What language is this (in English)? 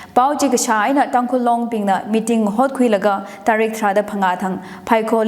Tangkhul Naga (India)